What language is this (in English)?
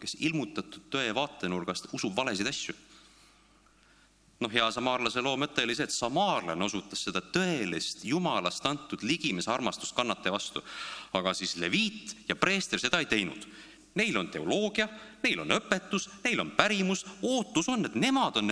Estonian